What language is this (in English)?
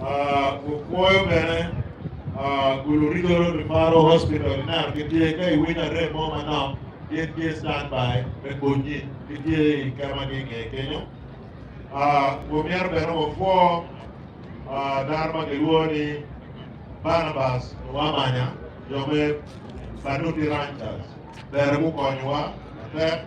Acoli